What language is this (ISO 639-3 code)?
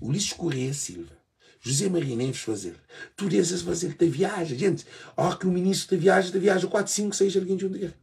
kea